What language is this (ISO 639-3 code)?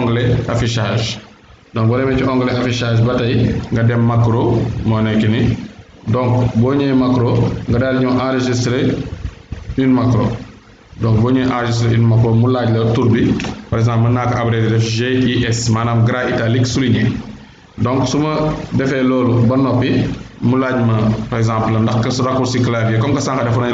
wol